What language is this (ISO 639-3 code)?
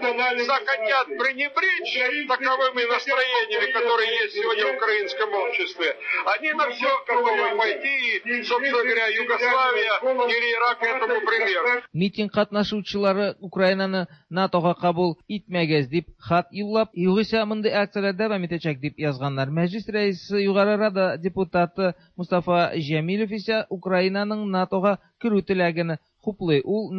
tat